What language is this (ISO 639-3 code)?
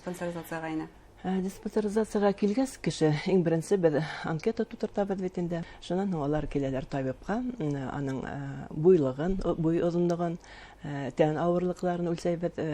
bak